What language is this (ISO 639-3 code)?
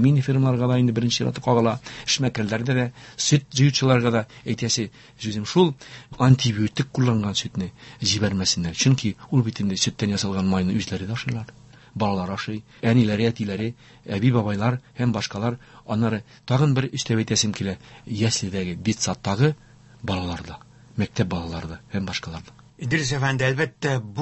tat